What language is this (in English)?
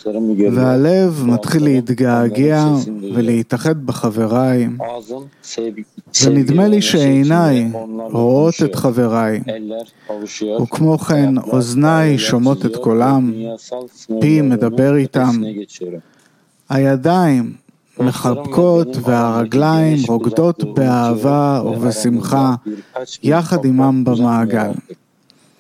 Hebrew